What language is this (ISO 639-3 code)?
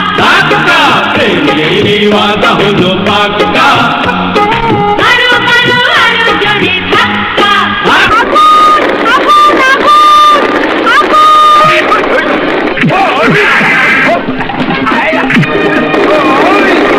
ben